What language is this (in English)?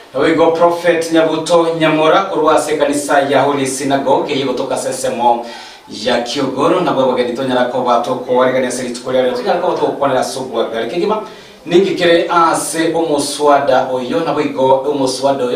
Gusii